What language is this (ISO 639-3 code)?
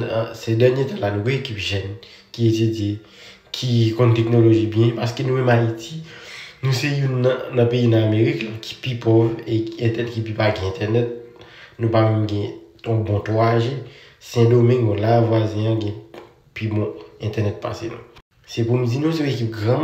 hat